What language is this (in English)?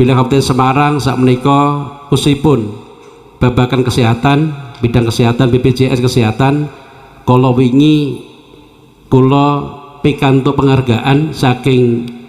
Javanese